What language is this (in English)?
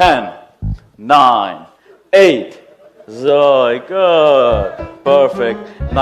Yiddish